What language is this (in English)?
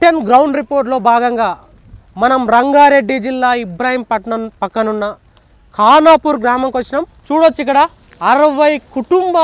Telugu